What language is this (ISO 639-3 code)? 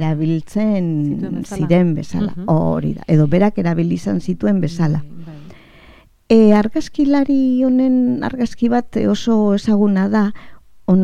eus